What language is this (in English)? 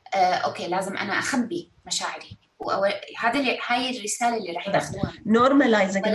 North Levantine Arabic